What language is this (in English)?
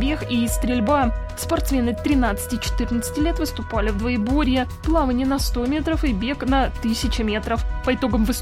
Russian